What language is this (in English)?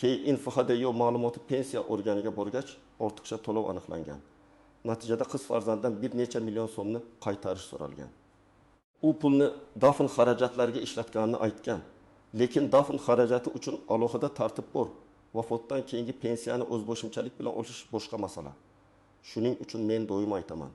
Uzbek